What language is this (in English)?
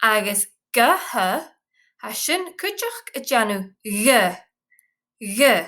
Scottish Gaelic